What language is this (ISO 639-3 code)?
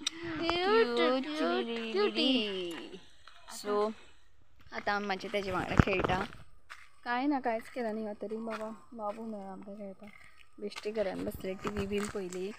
kok